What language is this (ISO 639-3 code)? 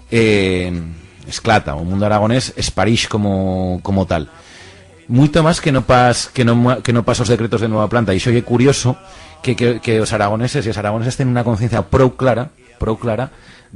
arg